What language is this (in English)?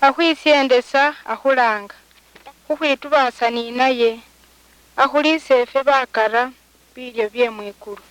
Luyia